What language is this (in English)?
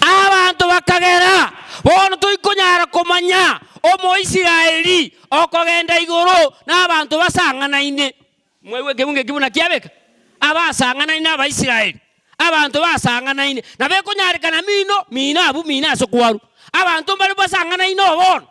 Gusii